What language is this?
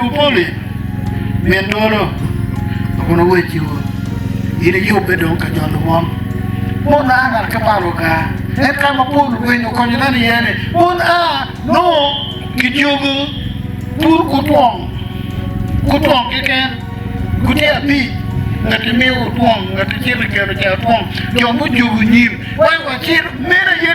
Acoli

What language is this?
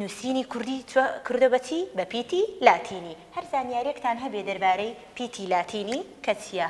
Central Kurdish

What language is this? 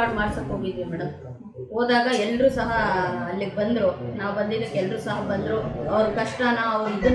Kannada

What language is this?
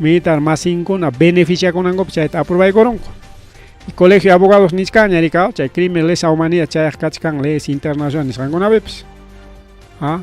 Ayacucho Quechua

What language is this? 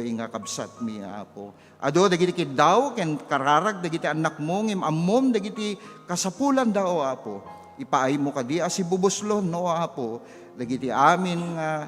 Iloko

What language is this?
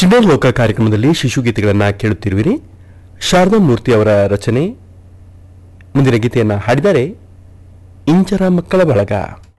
Kannada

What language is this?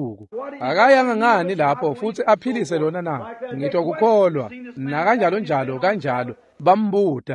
Swati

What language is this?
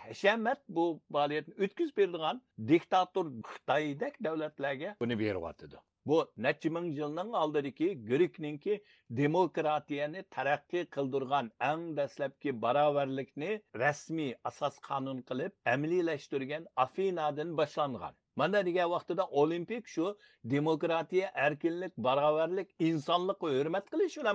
Uyghur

